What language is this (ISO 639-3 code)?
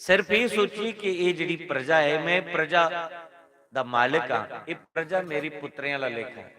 doi